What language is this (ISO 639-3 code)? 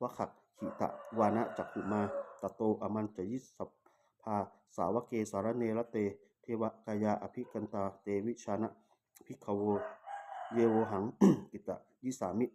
pli